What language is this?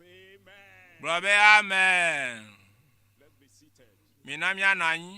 Ewe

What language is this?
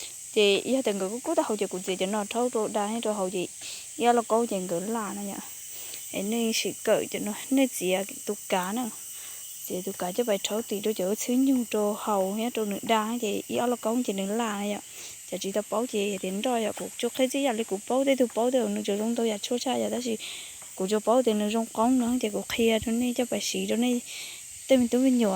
Hmong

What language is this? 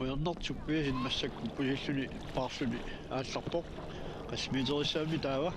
Kalaallisut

